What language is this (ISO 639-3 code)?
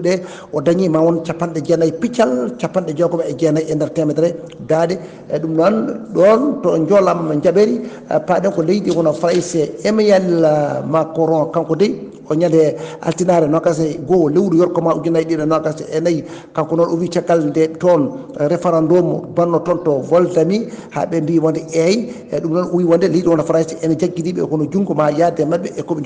ful